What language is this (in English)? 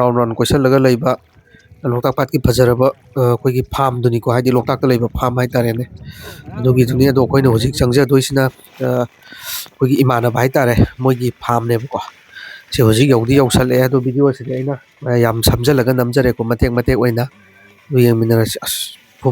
Manipuri